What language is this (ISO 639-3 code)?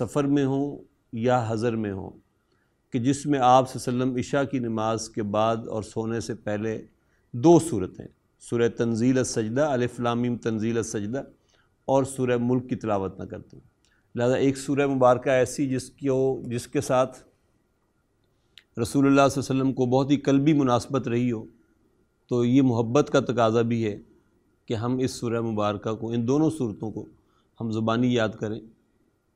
urd